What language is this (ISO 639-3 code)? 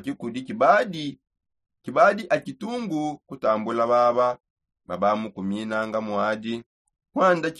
sop